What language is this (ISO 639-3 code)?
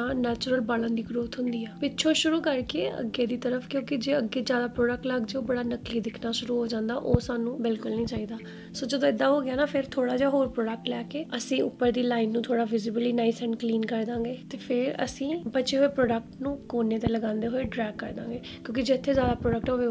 pan